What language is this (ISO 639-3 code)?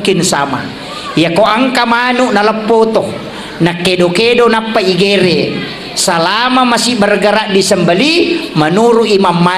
bug